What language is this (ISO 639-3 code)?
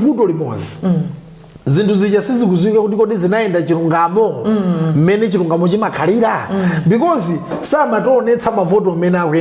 nya